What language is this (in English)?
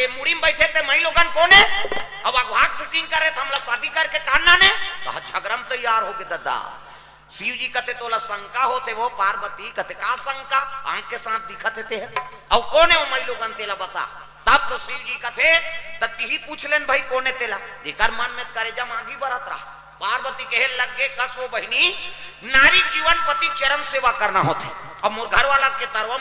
Chhattisgarhi